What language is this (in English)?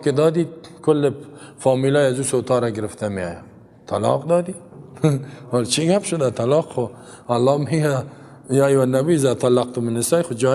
Persian